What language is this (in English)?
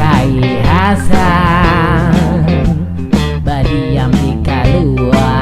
Banjar